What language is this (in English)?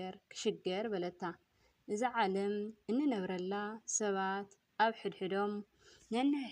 Tigrinya